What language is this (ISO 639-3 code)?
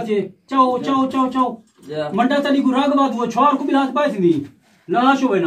skr